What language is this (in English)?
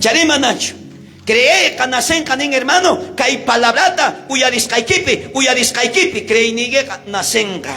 South Bolivian Quechua